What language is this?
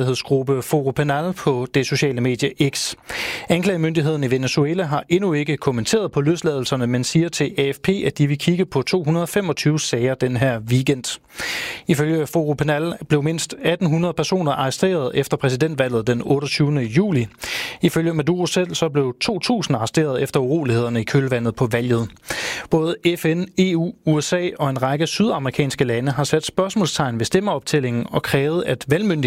Danish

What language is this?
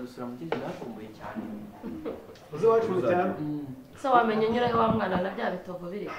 Kinyarwanda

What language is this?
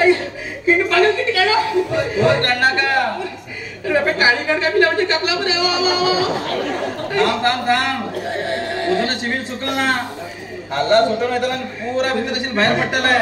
Konkani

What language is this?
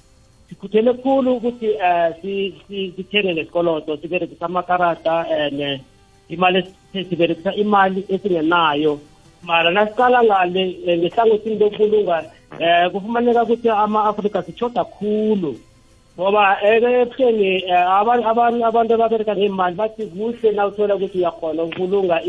South Ndebele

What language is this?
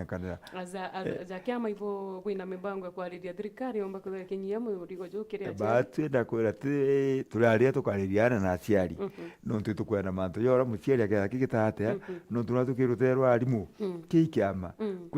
Meru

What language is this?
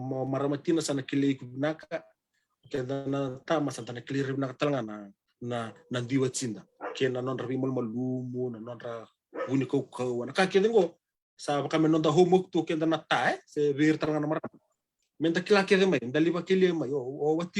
Fijian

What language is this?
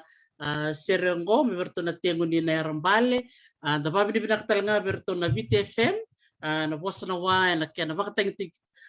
Fijian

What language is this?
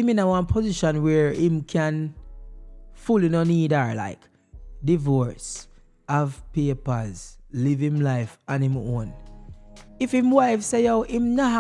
Jamaican Creole English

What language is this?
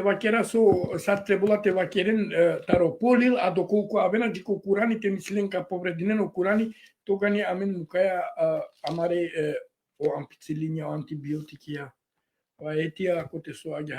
Balkan Romani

